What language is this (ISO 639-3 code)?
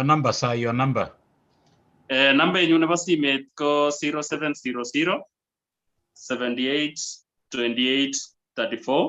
kln